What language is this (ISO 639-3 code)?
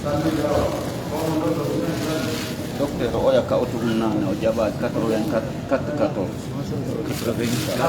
fuf